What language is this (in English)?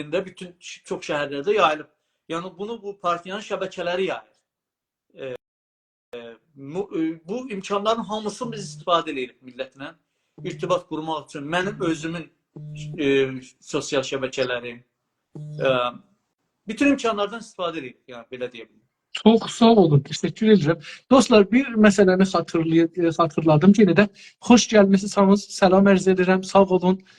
South Azerbaijani